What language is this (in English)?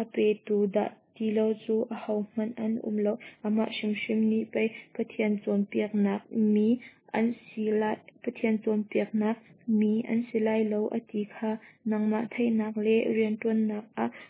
Hakha Chin